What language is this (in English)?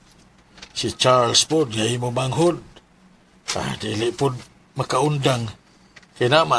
Cebuano